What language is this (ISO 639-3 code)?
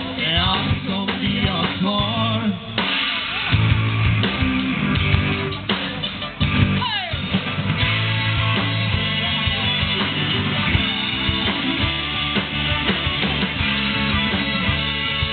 swe